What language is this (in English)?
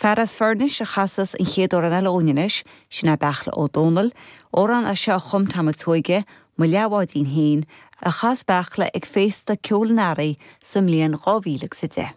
Irish